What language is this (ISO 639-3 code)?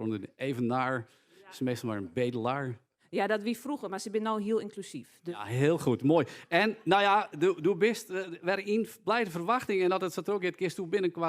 fry